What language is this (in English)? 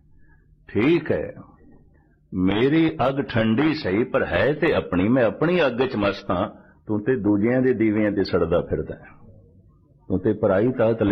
Punjabi